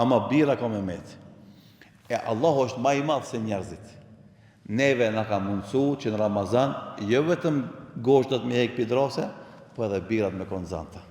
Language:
Albanian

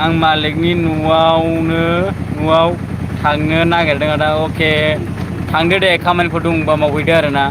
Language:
Bodo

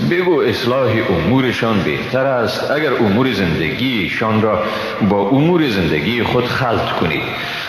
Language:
Persian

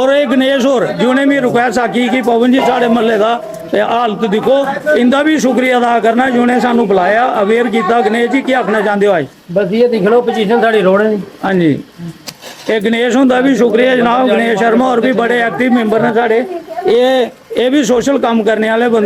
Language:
Dogri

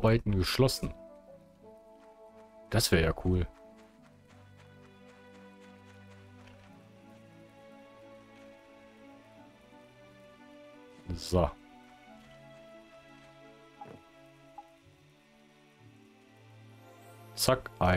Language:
German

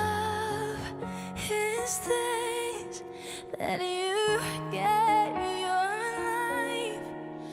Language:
Faroese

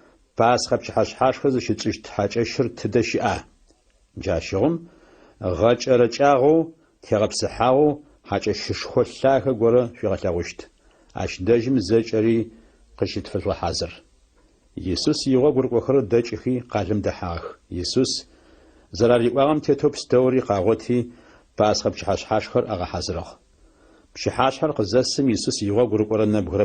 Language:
Adyghe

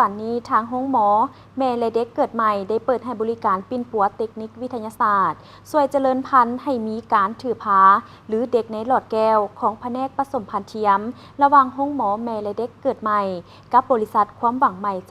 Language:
Lao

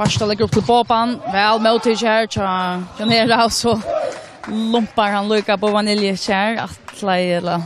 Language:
Faroese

